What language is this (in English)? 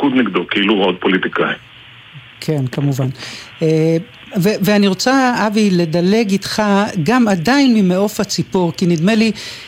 Hebrew